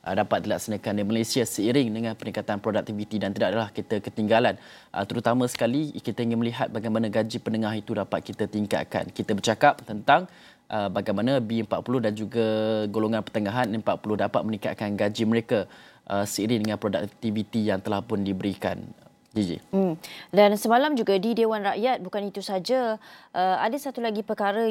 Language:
Malay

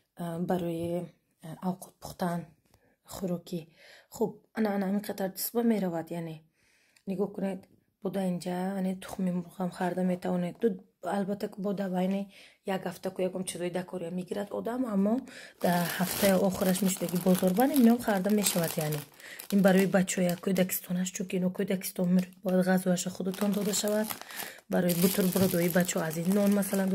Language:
Tajik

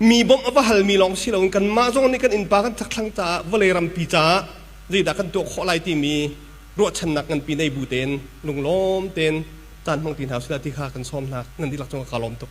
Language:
Hakha Chin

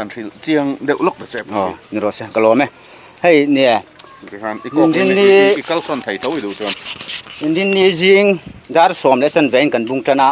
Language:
Mizo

